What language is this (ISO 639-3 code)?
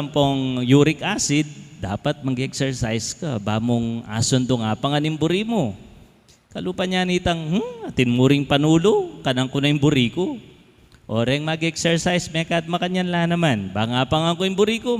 pam